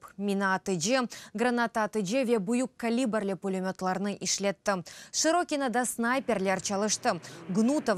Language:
Crimean Tatar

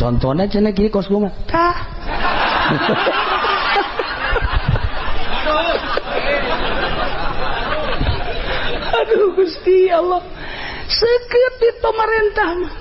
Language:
Sundanese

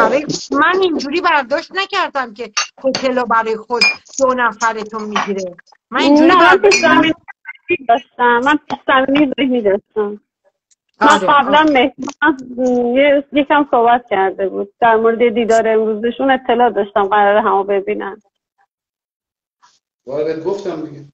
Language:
Persian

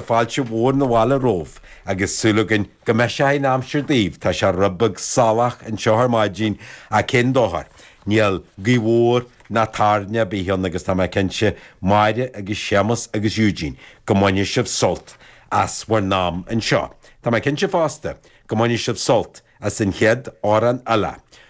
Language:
Irish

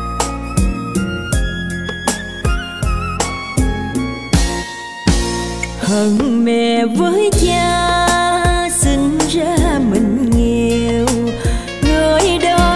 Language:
Vietnamese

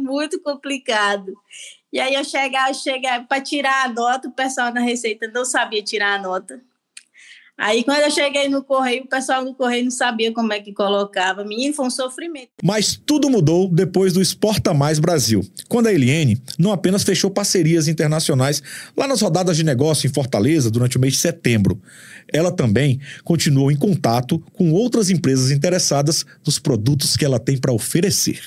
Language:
Portuguese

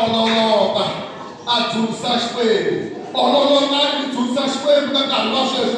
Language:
Tsonga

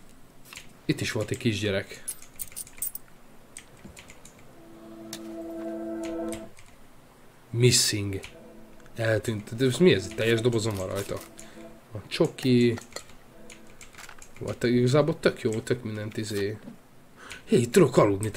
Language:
Hungarian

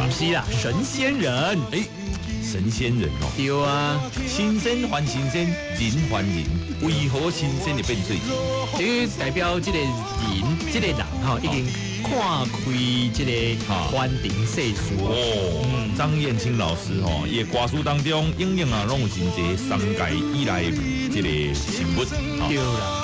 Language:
Min Nan Chinese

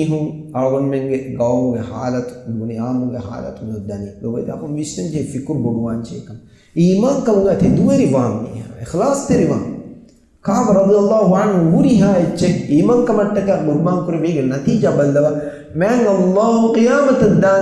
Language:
Divehi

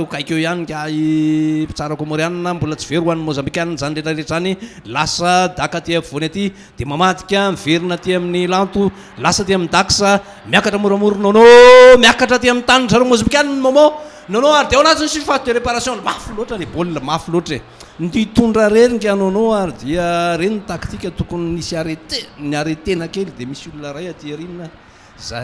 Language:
Malagasy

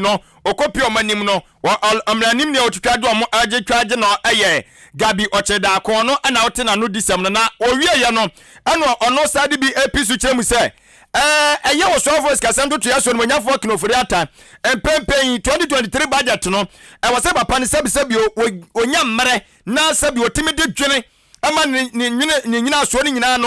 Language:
Akan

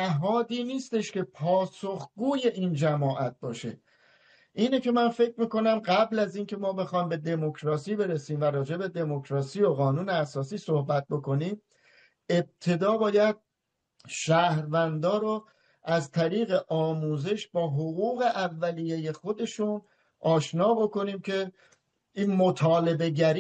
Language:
Persian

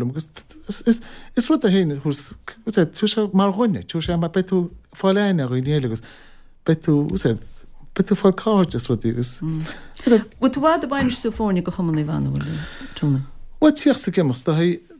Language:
Irish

